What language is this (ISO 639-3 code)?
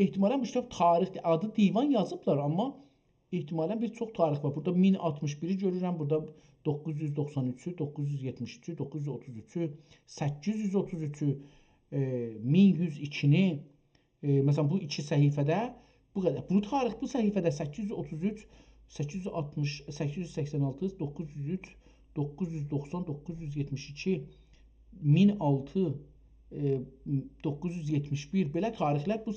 azb